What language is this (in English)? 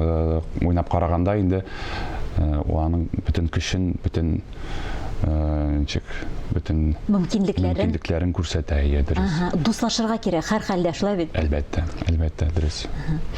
Tatar